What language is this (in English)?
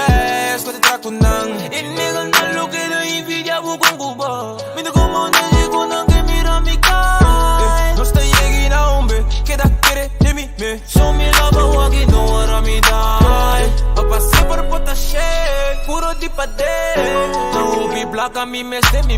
Papiamento